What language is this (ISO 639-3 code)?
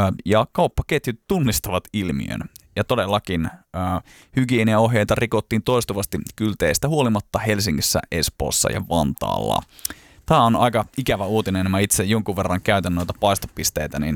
fin